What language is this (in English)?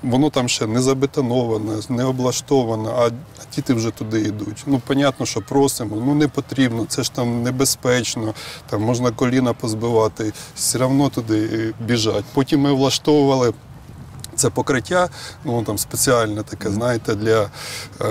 Ukrainian